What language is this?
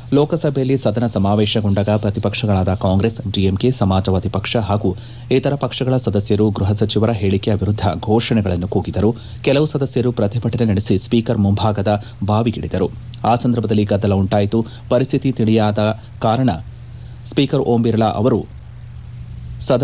Kannada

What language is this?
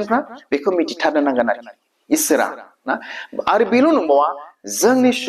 Bodo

